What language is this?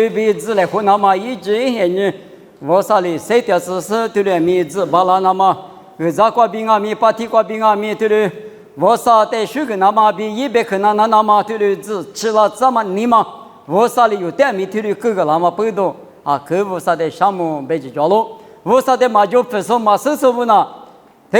Lisu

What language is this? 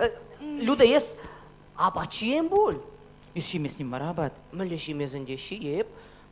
Chuvash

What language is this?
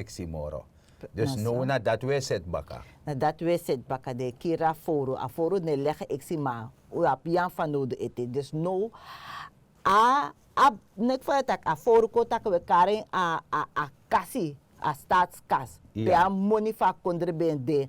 Sranan Tongo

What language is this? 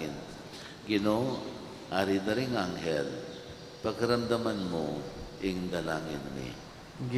Pampanga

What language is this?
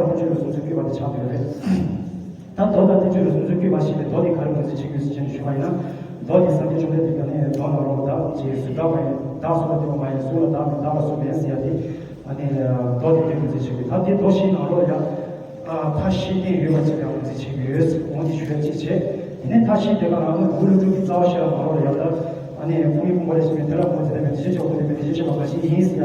Tibetan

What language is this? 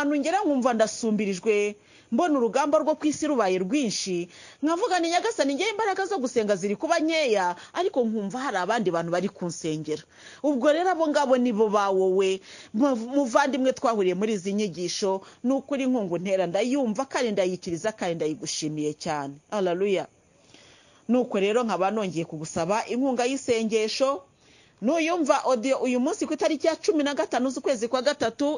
Kinyarwanda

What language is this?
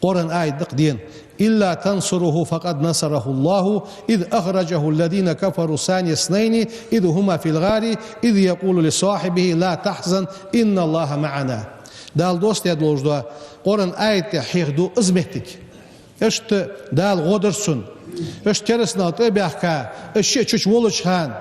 Ingush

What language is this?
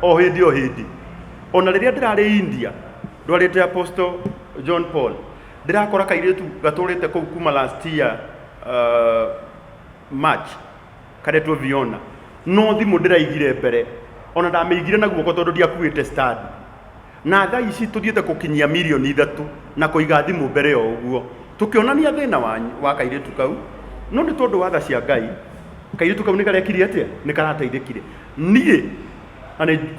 Kikuyu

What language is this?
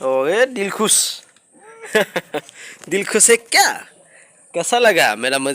Bodo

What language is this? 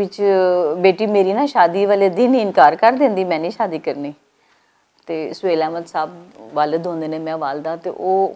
Western Panjabi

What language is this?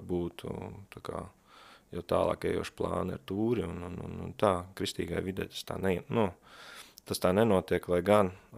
Latvian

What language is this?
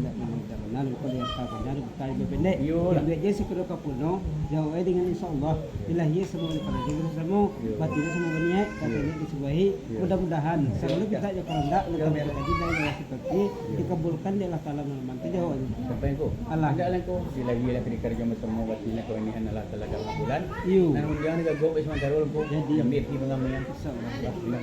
Minangkabau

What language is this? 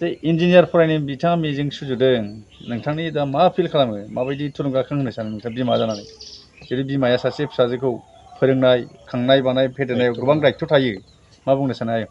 Bodo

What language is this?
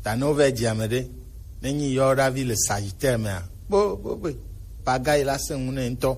Gen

